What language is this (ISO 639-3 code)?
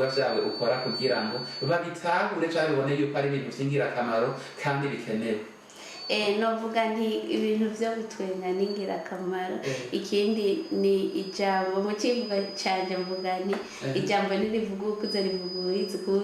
run